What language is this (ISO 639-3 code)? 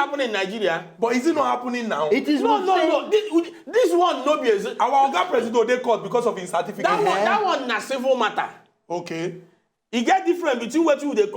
pcm